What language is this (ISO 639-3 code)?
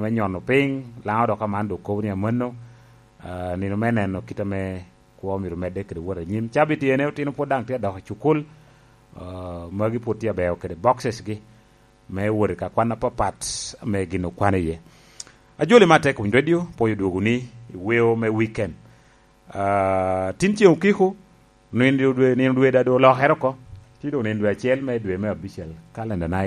laj